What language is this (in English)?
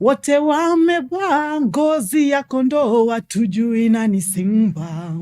Kamba